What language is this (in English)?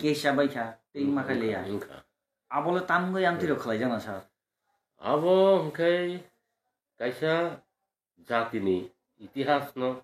Kok Borok